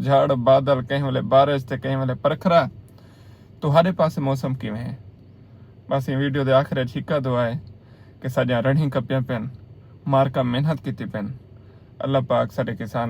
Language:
Saraiki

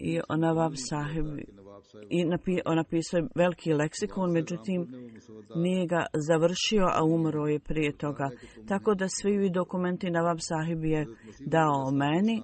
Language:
Bosnian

